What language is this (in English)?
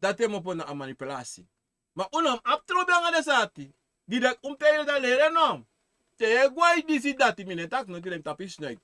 Sranan Tongo